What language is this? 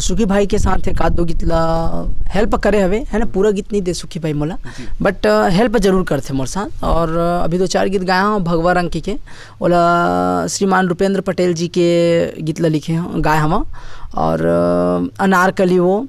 Chhattisgarhi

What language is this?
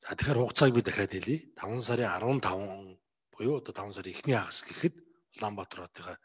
Mongolian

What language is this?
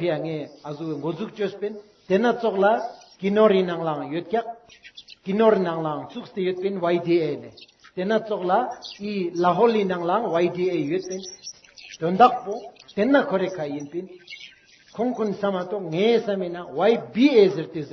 Ladakhi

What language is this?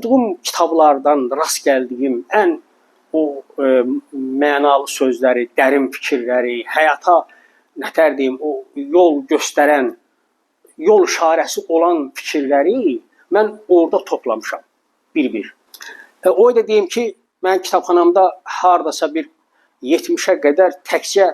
Azerbaijani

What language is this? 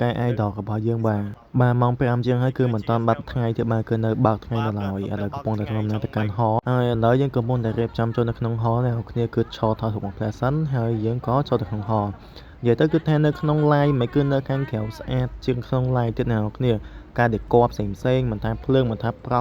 Khmer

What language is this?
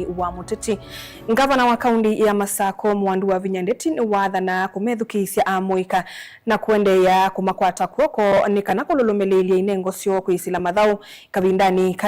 Kamba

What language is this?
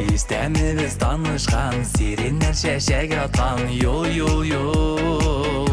Bashkir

